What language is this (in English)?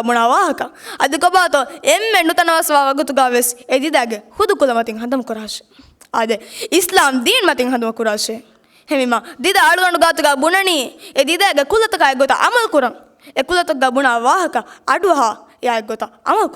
Divehi